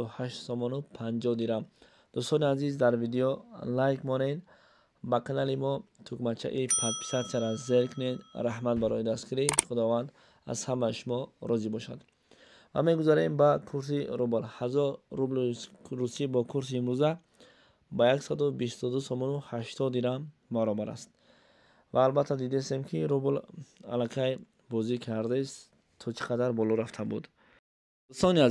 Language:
Tajik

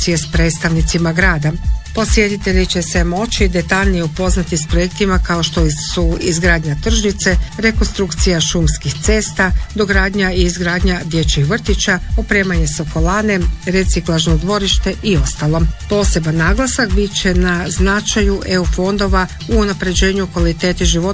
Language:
Croatian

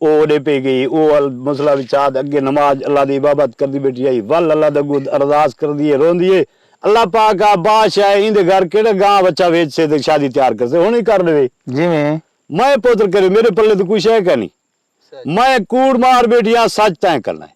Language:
Saraiki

